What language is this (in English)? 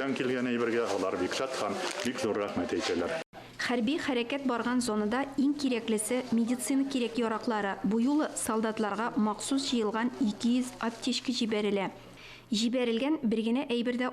Tatar